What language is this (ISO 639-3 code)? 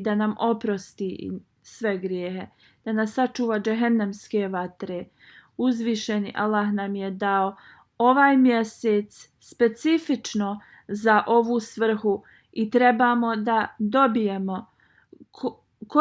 bos